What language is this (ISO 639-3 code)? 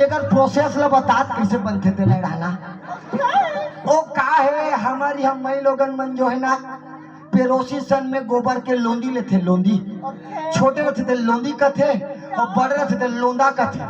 hne